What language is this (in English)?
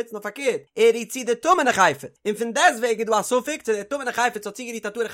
Yiddish